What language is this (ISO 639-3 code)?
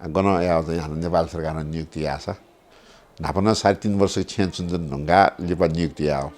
new